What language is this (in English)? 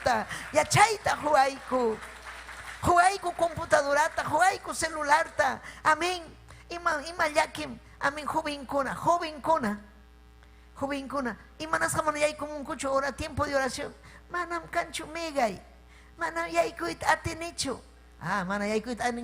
Ayacucho Quechua